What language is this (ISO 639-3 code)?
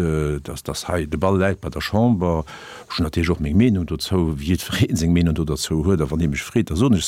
ltz